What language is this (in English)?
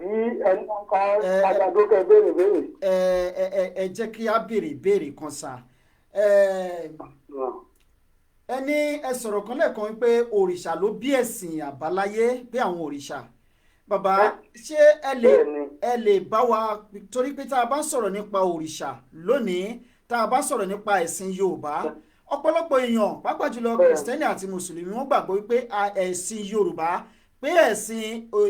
Yoruba